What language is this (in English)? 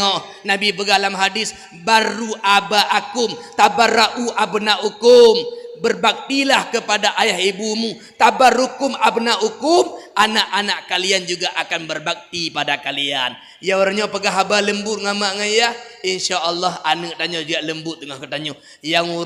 Achinese